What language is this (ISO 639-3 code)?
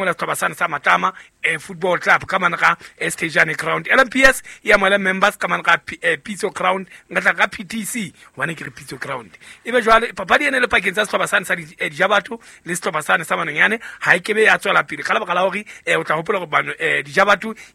sot